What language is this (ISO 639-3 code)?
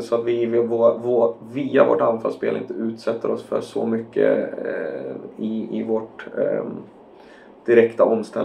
swe